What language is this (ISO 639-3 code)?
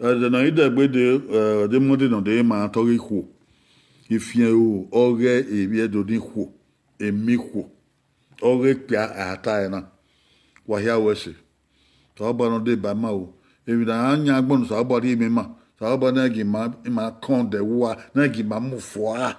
bin